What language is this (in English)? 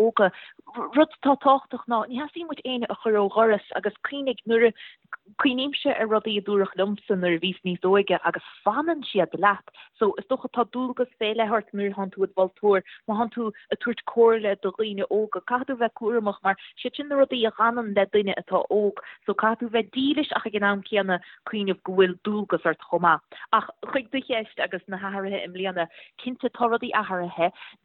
Irish